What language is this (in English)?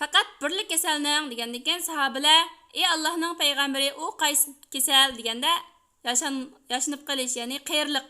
Uyghur